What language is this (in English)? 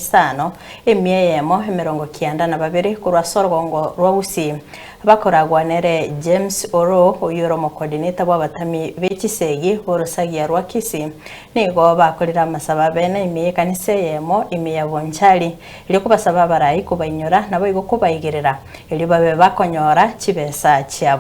Gusii